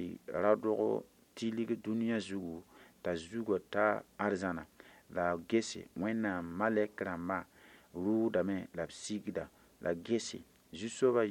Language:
Mossi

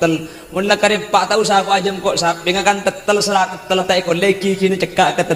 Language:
Madurese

